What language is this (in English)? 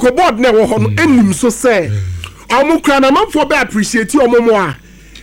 Akan